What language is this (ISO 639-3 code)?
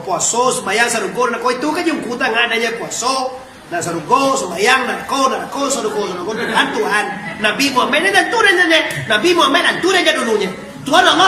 min